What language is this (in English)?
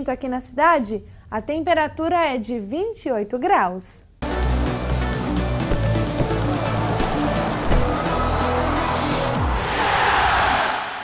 Portuguese